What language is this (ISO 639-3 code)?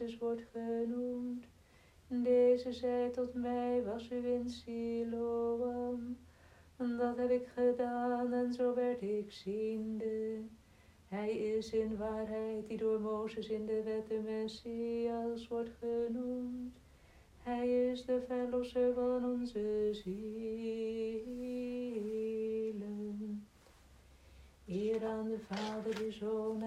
nld